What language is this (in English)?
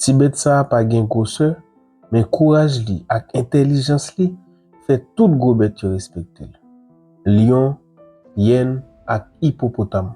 Haitian Creole